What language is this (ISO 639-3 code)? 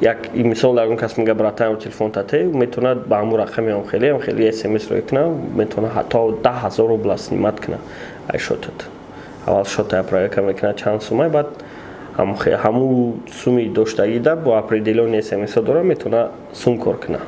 tgk